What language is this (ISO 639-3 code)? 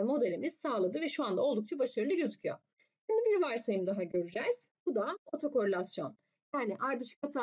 tur